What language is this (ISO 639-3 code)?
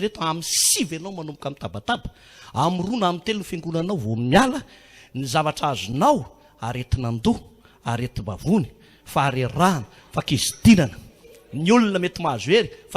mlg